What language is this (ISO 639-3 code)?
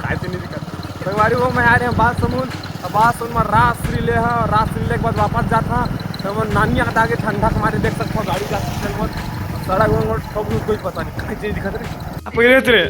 hne